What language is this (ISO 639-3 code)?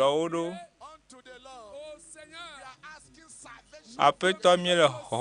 ewe